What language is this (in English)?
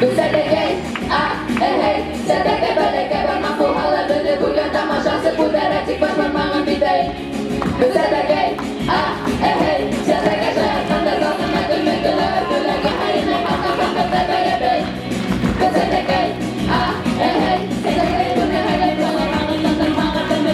Bashkir